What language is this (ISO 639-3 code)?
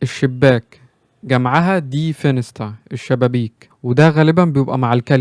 arz